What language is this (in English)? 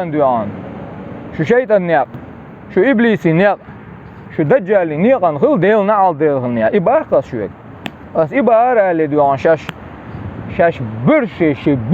Chechen